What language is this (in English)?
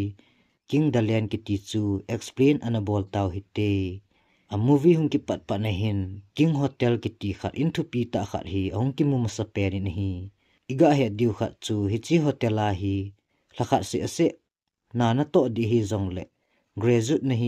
Thado Chin